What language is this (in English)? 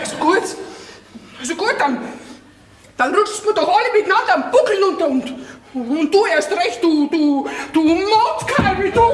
Bavarian